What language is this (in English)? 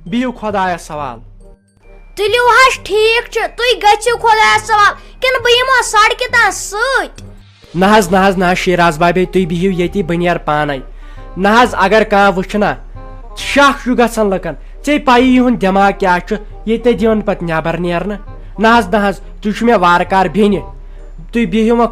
Kashmiri